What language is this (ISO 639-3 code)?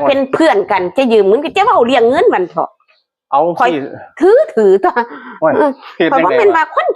tts